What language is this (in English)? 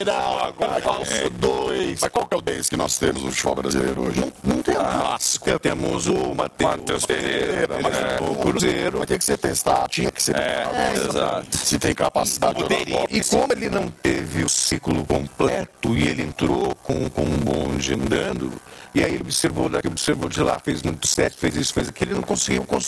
Portuguese